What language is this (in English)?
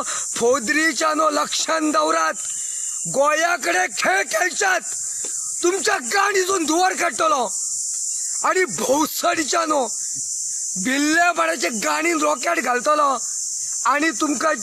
Konkani